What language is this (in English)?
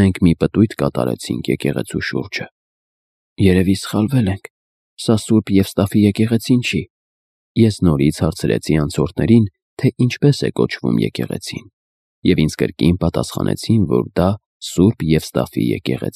Armenian